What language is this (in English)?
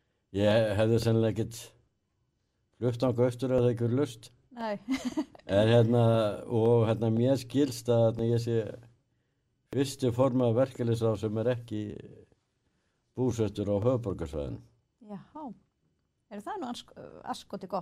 Icelandic